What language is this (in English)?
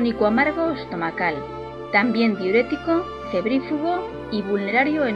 Spanish